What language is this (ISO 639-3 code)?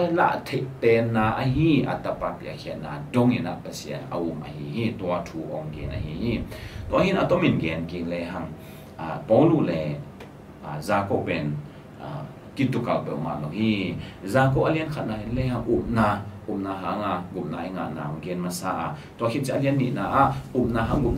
ctd